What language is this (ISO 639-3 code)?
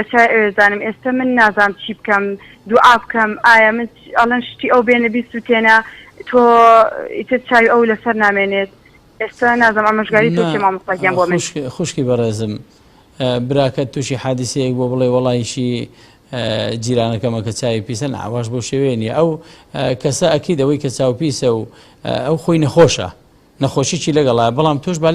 ckb